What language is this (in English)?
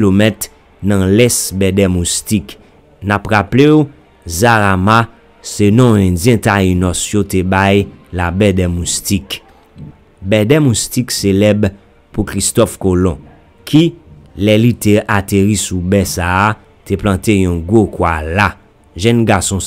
Haitian Creole